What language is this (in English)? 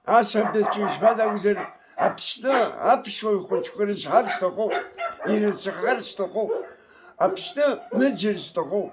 Abkhazian